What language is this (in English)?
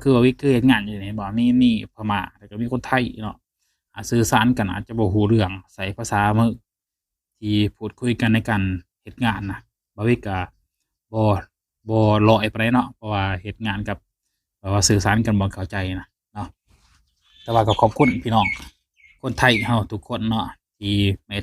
Lao